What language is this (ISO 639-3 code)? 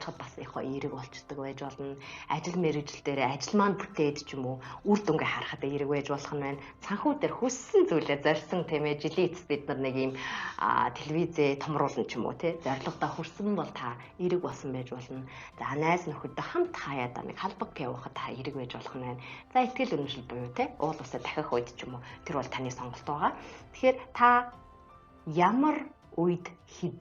mon